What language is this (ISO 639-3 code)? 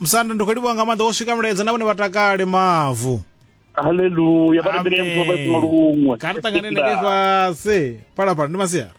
ven